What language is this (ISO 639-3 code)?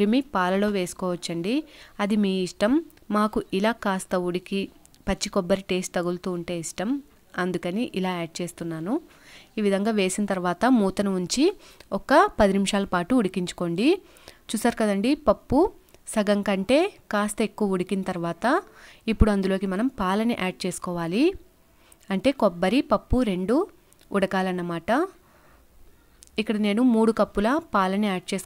tel